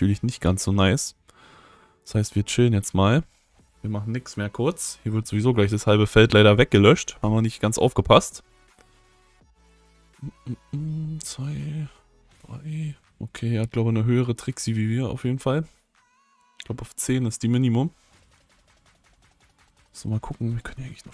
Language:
German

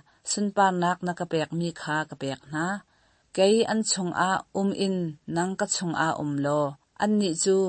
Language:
Hakha Chin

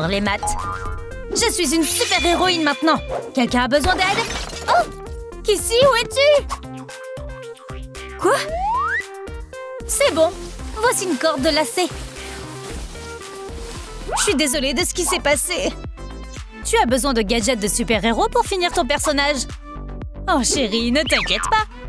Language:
French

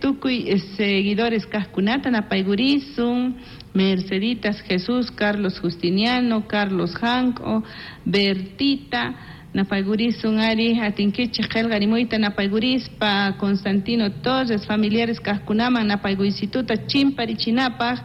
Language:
South Bolivian Quechua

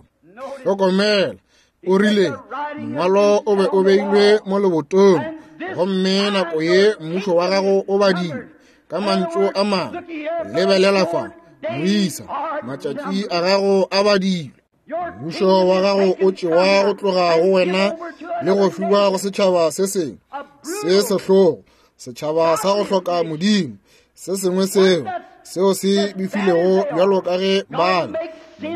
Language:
Northern Sotho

